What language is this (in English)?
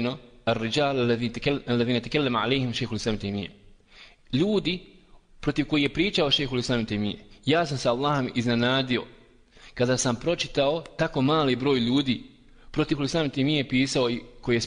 Bosnian